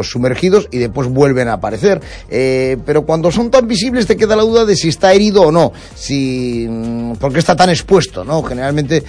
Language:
Spanish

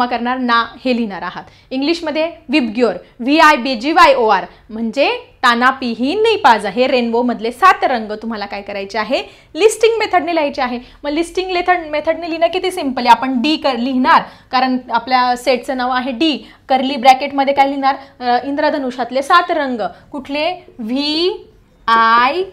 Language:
Marathi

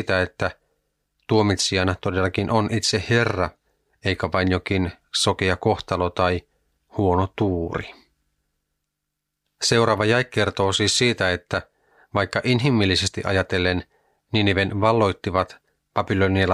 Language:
Finnish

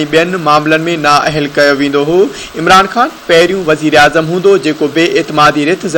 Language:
Sindhi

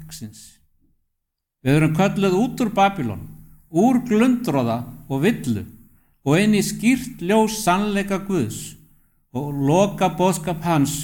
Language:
Icelandic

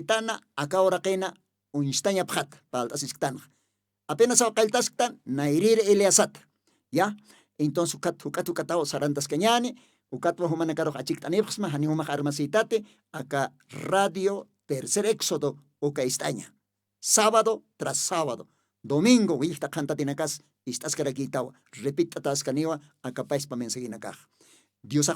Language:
Aymara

